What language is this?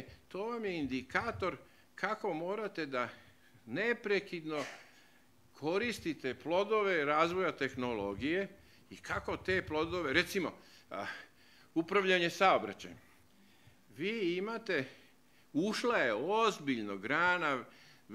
Serbian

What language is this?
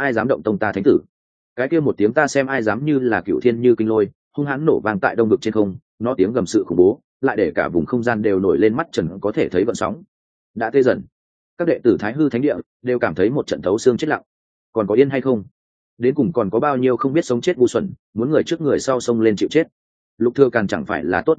Vietnamese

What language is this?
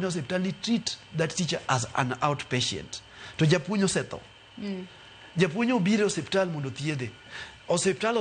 Luo (Kenya and Tanzania)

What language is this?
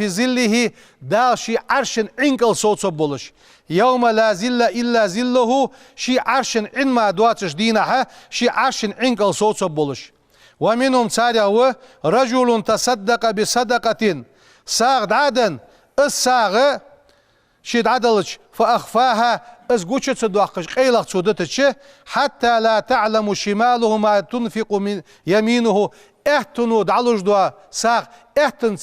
Ingush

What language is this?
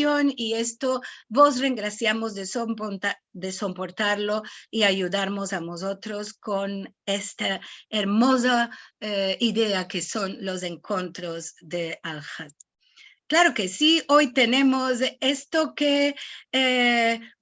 Ladino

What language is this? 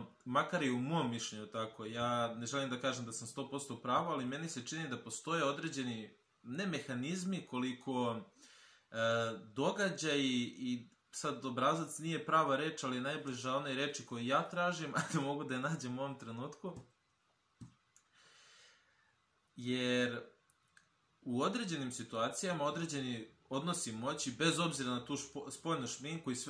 Serbian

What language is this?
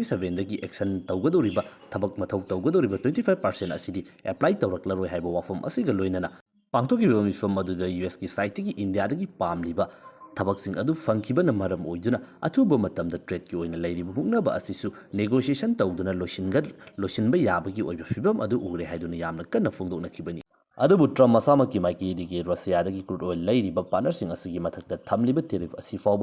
Manipuri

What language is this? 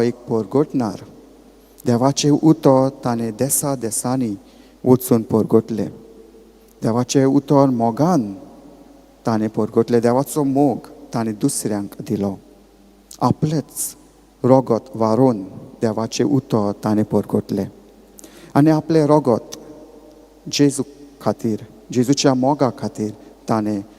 Konkani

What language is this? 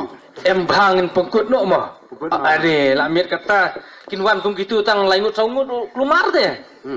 Khasi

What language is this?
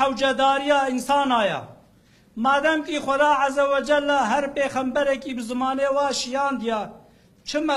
Kurdish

